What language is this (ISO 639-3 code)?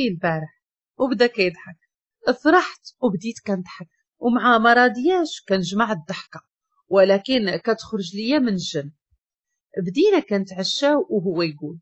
ary